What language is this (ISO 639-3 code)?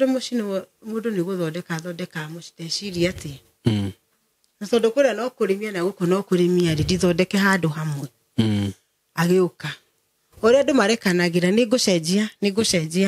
kik